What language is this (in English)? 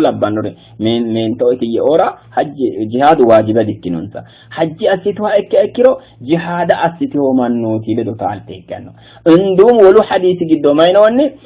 Sidamo